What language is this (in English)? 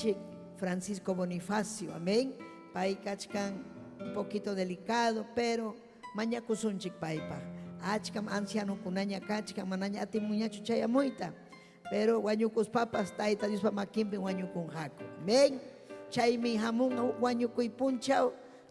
Ayacucho Quechua